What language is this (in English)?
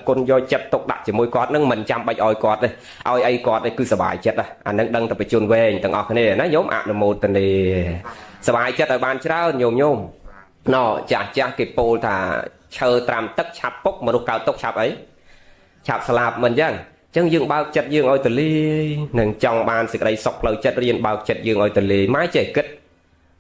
Khmer